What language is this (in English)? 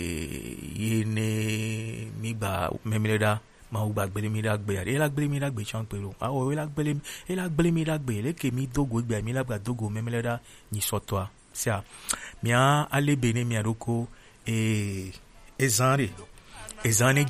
Gen